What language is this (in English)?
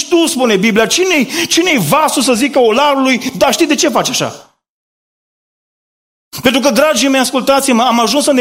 Romanian